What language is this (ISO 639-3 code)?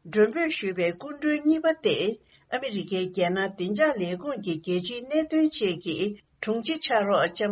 bod